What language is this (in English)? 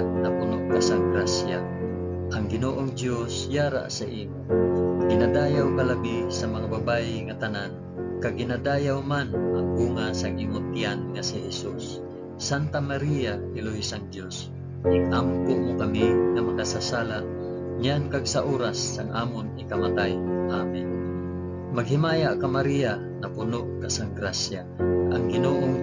Hiligaynon